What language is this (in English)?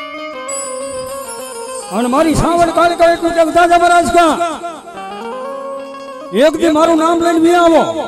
Gujarati